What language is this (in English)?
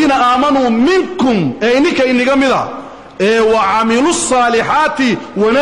Somali